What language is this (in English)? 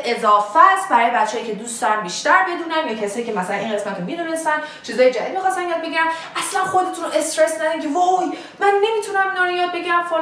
Persian